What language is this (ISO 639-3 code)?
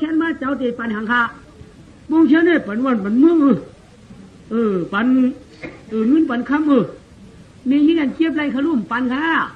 shn